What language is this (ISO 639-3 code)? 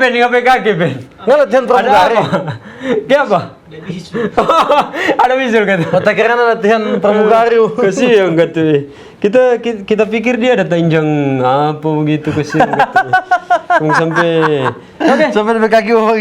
xmm